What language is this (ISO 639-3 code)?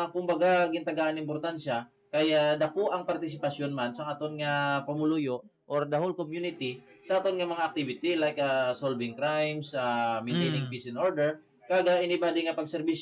hil